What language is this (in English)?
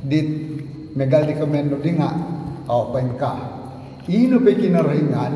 Central Dusun